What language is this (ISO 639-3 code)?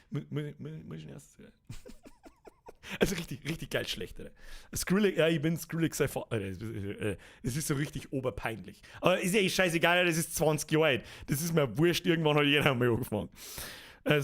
bar